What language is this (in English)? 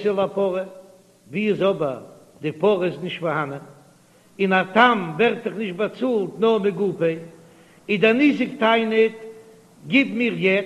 Yiddish